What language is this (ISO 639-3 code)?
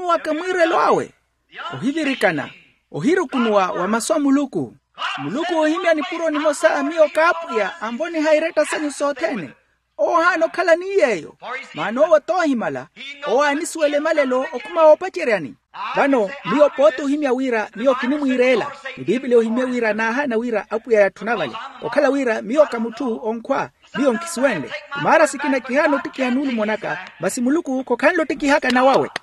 vmw